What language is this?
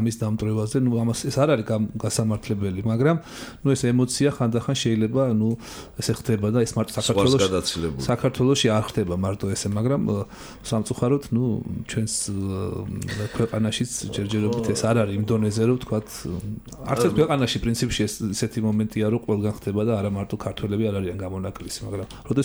Georgian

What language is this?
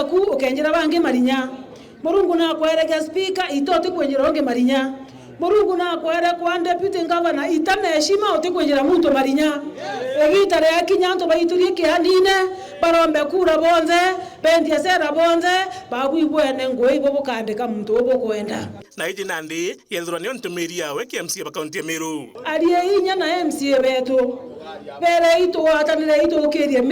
Meru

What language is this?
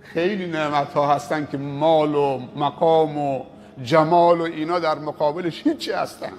Persian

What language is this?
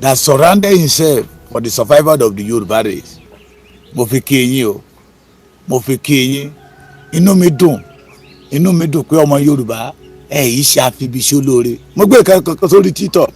Yoruba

